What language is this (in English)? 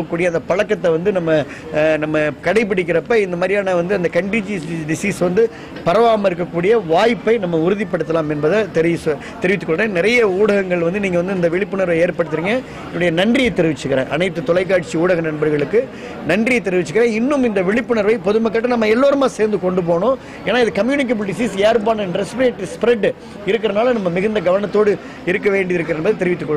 Tamil